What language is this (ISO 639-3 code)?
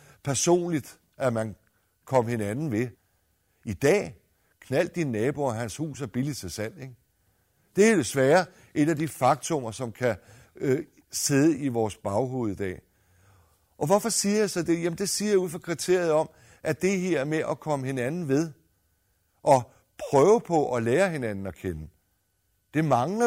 dan